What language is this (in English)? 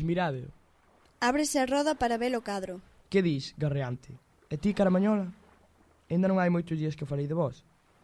Galician